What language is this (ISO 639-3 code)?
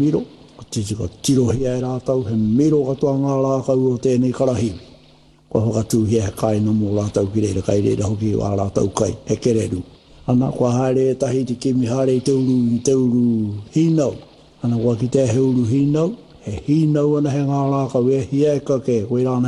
mri